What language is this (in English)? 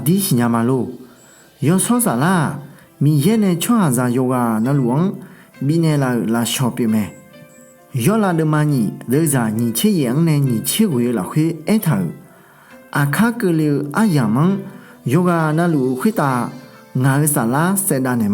Akha